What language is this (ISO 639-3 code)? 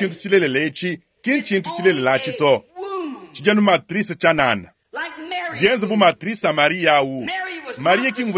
lua